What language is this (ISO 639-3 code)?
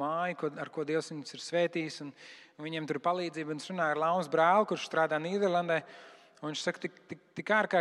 lav